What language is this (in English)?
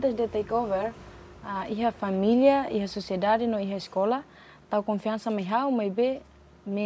Tetum